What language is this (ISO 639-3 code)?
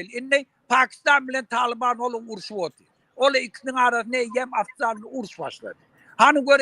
tuk